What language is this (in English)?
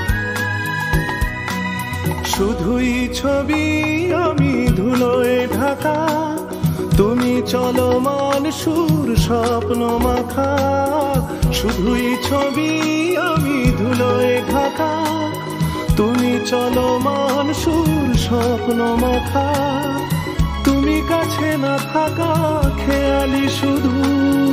Bangla